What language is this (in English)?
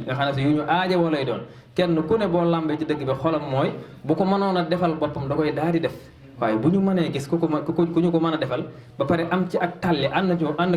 Wolof